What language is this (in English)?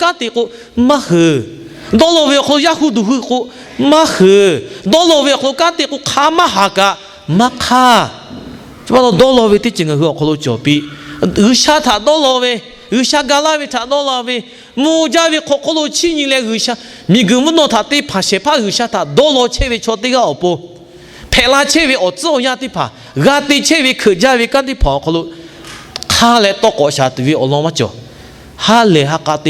Lahu